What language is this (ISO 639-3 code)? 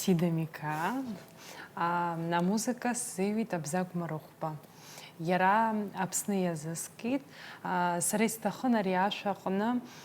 abk